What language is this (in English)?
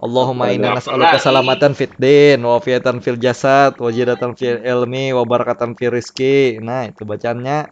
Banjar